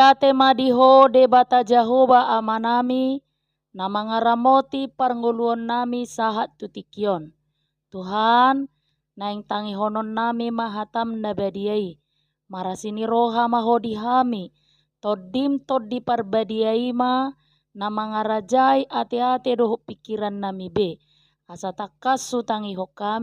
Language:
Batak Toba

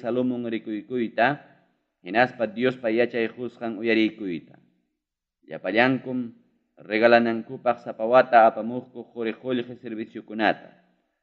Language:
Ayacucho Quechua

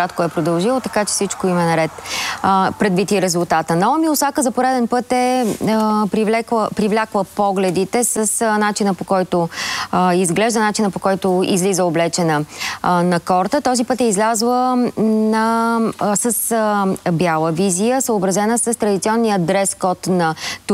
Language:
Bulgarian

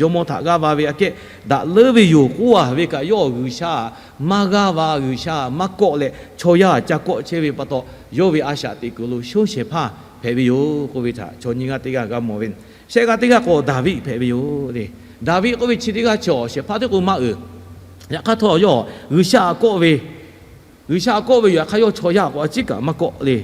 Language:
Lahu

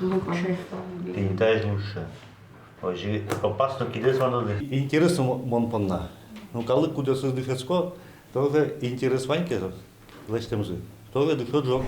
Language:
Udmurt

